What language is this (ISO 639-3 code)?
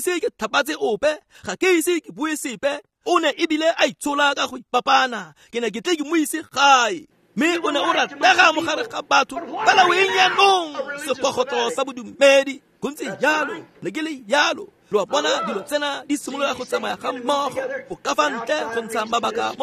tsn